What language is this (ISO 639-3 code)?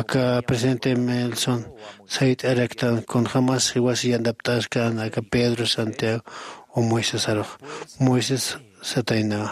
aym